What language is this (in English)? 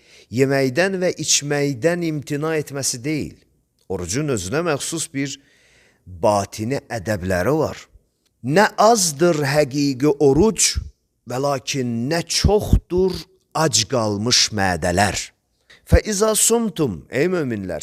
Azerbaijani